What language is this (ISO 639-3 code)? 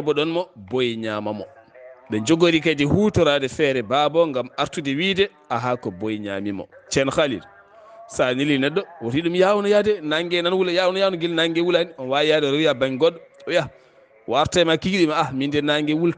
ful